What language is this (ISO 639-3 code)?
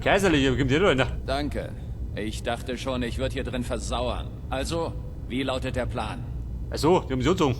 bar